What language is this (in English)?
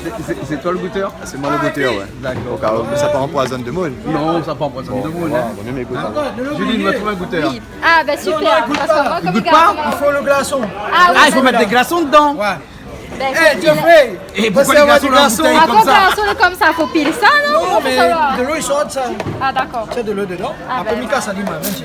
Réunion Creole French